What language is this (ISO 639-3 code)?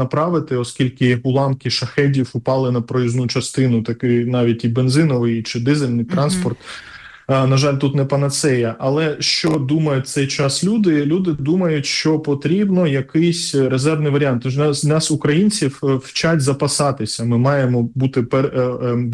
ukr